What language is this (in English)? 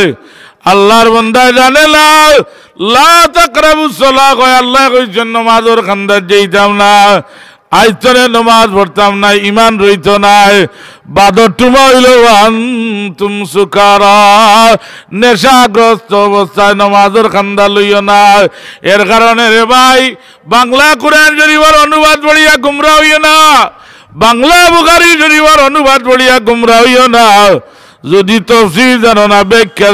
Sylheti